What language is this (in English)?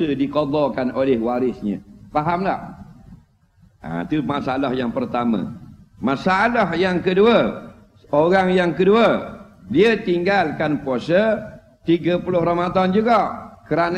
Malay